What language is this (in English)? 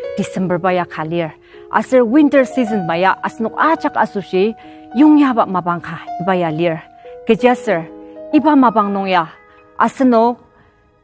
Ao Naga